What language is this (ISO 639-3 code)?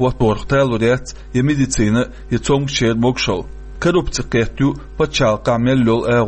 che